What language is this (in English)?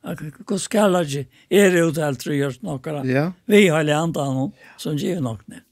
Faroese